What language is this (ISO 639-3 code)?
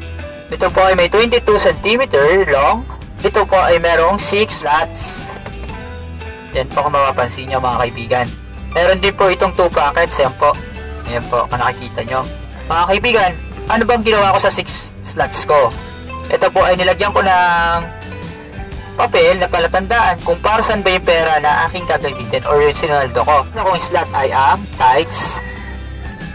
fil